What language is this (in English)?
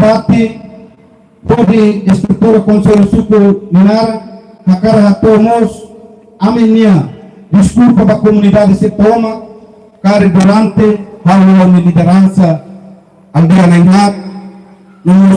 Tetum